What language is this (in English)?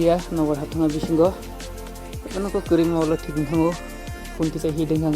Kok Borok